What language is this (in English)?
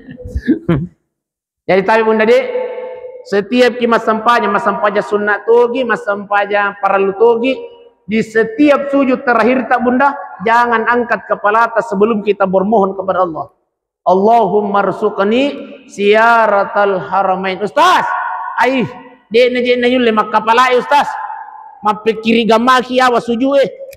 Buginese